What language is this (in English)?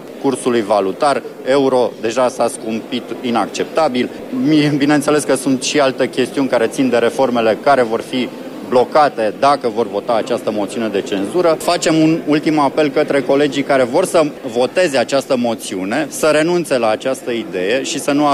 Romanian